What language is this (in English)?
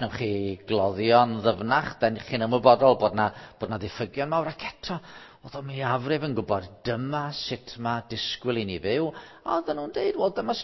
Welsh